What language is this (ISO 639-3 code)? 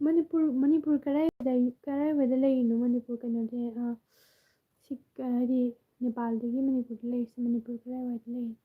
mni